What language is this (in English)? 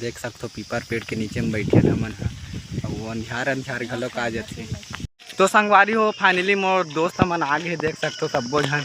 Chhattisgarhi